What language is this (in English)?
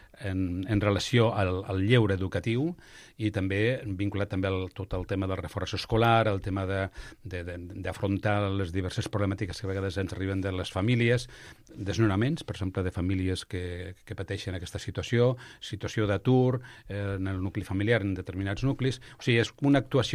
Catalan